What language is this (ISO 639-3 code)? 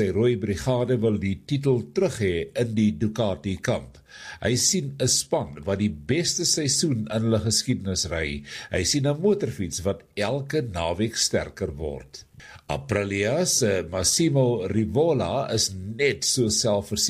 afr